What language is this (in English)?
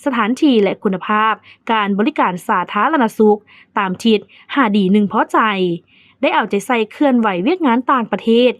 Lao